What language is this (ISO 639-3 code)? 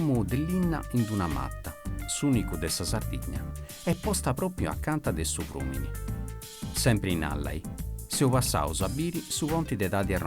srd